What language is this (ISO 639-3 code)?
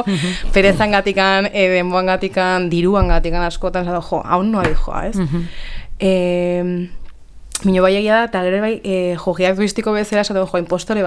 eus